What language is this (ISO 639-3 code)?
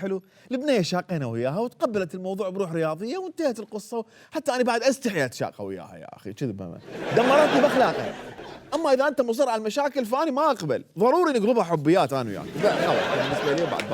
acm